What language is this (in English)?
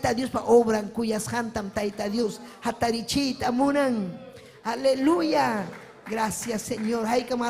Ayacucho Quechua